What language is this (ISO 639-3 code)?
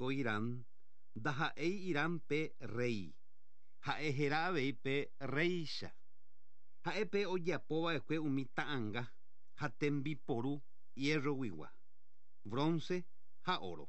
grn